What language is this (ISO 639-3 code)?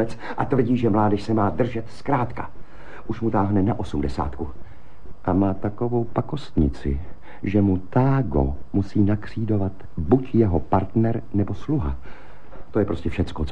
ces